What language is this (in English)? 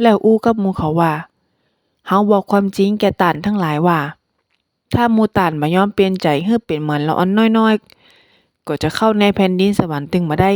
Northern Thai